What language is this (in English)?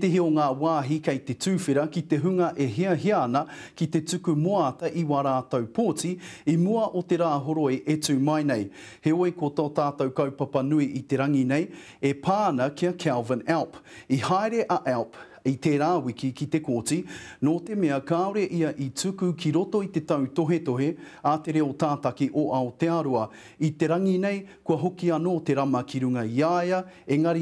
Māori